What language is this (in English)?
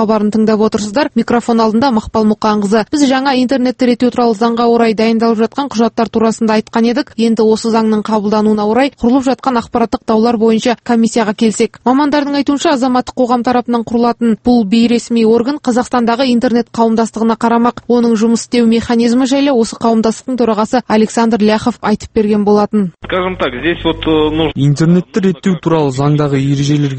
Kazakh